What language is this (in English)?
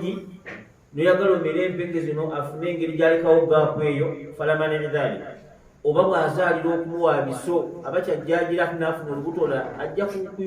Ganda